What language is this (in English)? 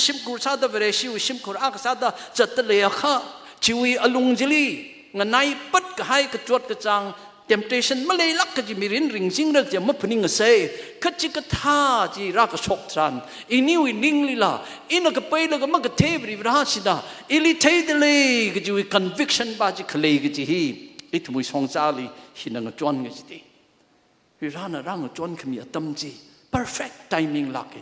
Tangkhul Naga (India)